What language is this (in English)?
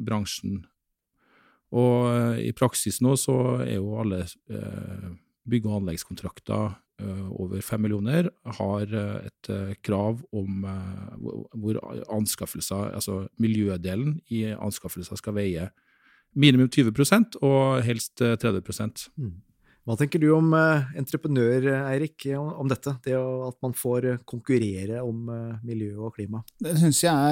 Norwegian